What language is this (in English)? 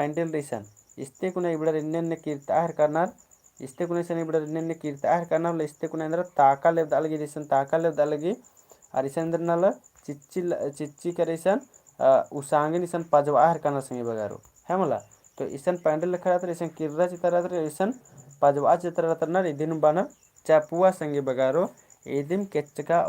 Kurukh